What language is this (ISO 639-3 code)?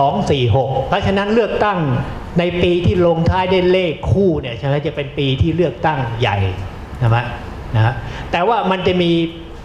tha